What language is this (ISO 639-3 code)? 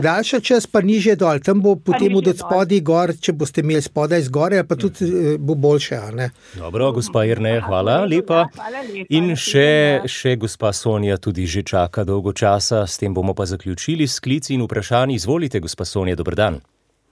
slv